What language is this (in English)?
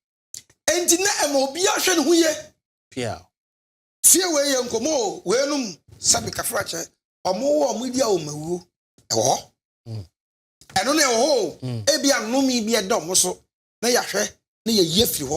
Akan